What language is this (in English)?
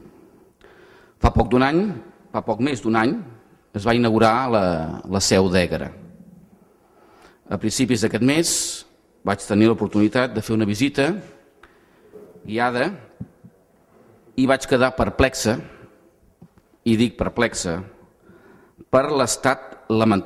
Catalan